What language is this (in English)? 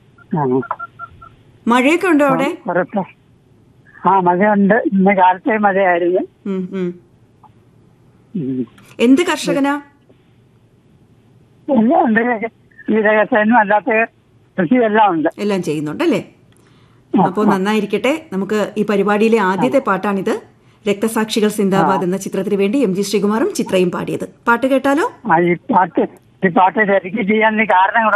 Malayalam